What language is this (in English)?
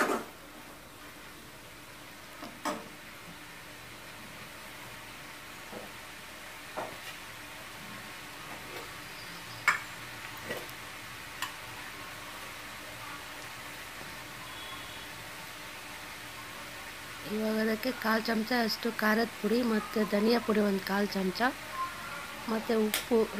Kannada